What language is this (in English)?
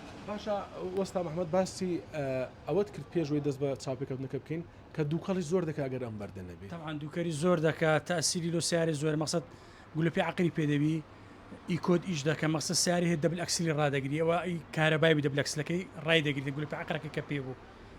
Central Kurdish